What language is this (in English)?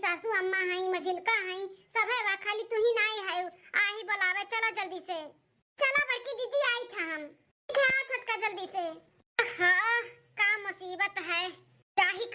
Awadhi